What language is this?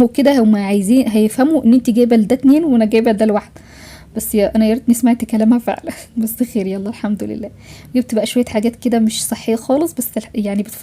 Egyptian Arabic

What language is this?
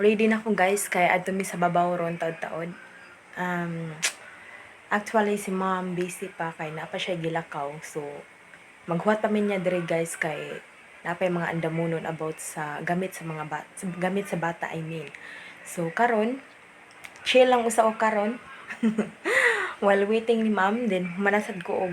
Cebuano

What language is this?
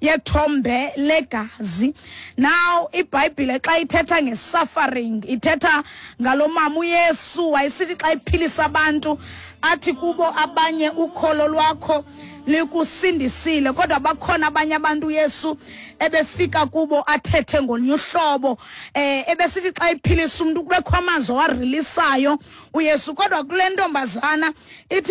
Xhosa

